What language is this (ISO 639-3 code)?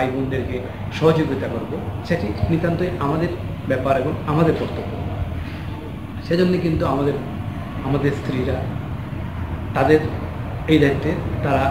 ben